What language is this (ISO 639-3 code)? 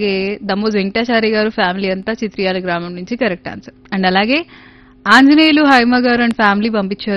tel